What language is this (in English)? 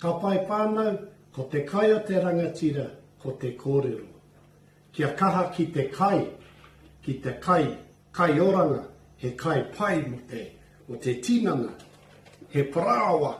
Māori